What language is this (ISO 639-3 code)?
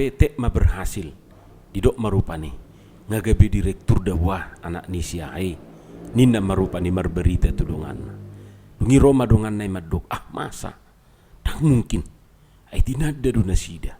bbc